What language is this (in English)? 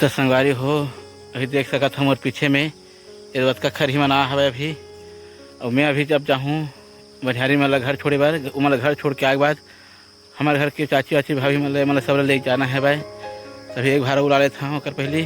Chhattisgarhi